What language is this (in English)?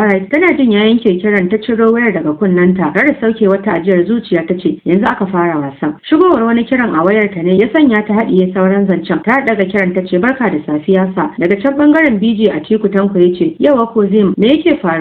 Hausa